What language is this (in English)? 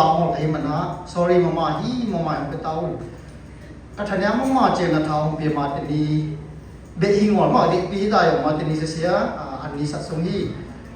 Siyin Chin